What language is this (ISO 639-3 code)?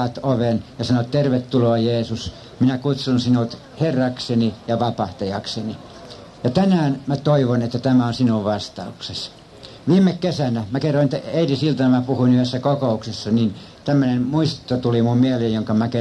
fin